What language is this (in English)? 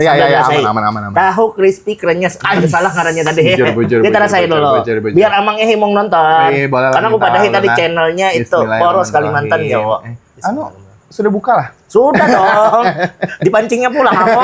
Banjar